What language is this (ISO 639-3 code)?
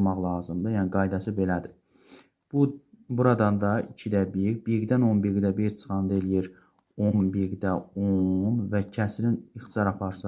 aze